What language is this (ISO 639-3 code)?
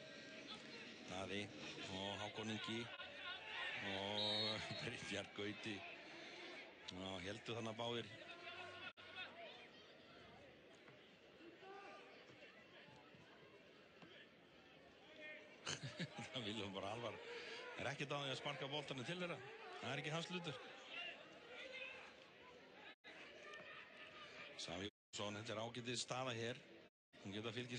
isl